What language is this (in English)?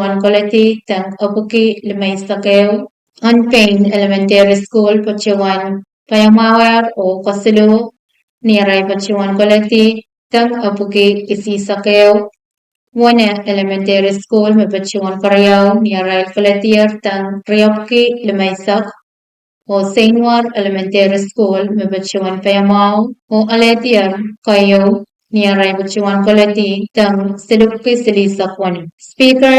Pohnpeian